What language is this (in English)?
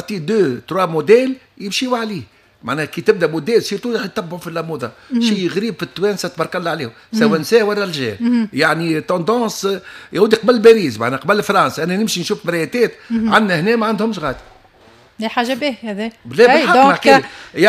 Tunisian Arabic